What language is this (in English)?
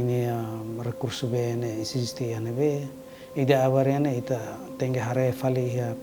Tetum